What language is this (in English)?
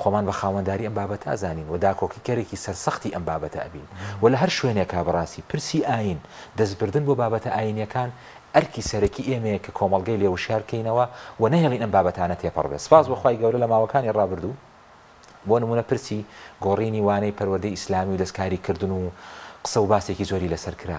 Central Kurdish